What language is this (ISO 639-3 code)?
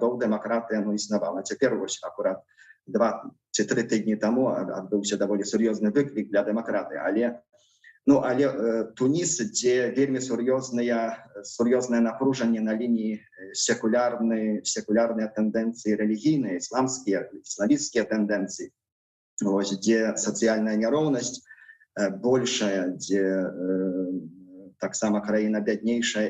bel